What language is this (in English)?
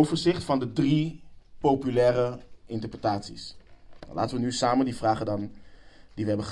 Dutch